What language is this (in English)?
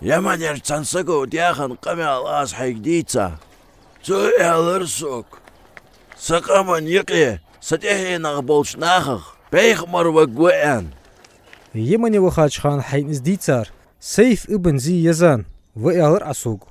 Ingush